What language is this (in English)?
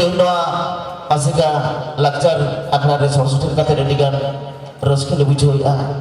Santali